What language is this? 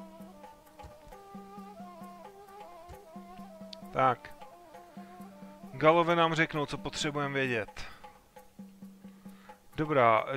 Czech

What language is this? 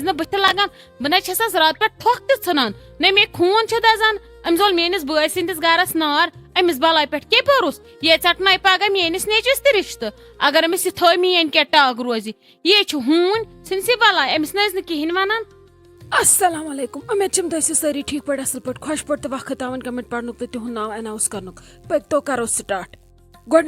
Kashmiri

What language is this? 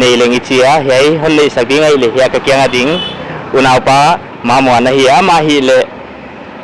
Paite Chin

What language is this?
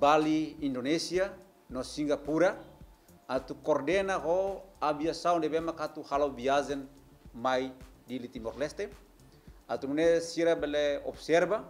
Tetum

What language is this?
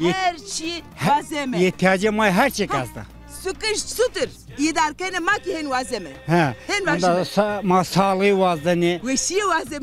Zaza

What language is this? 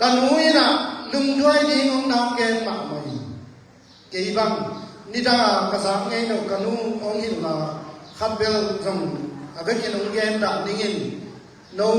Tedim Chin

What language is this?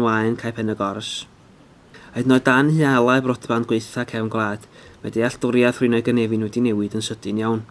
Welsh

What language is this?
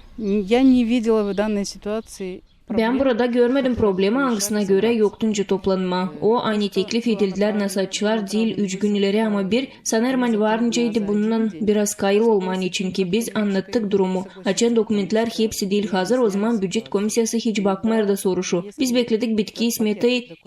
Gagauz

